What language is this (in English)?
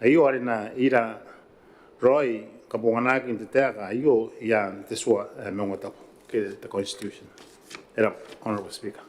Gilbertese